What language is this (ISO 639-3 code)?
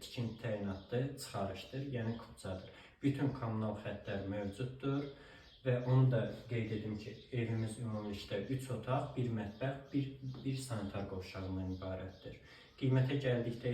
aze